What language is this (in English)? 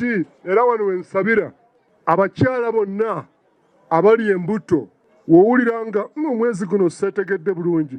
Ganda